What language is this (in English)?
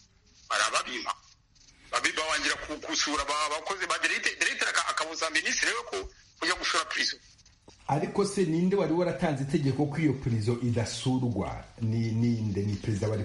Kinyarwanda